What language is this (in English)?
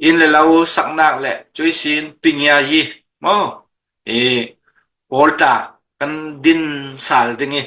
Hakha Chin